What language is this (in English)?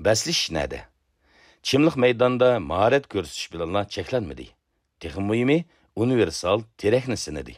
Uyghur